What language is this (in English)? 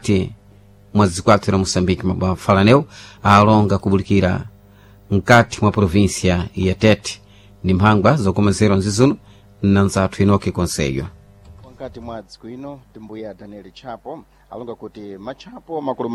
Sena